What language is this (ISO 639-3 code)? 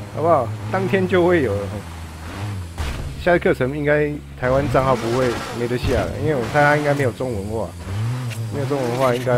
zho